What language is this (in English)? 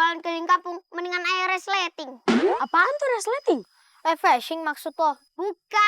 Betawi